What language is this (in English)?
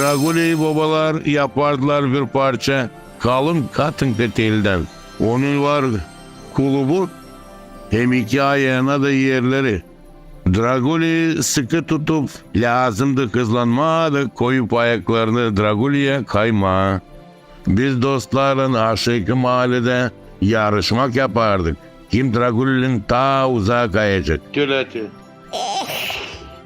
Gagauz